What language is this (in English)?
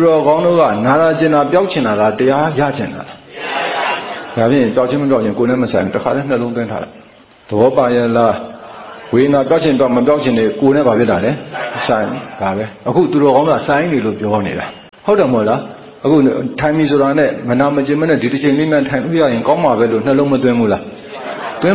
Burmese